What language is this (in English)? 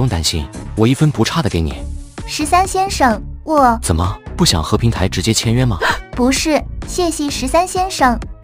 Chinese